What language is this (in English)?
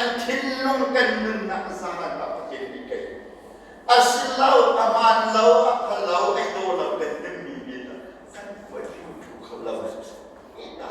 Hakha Chin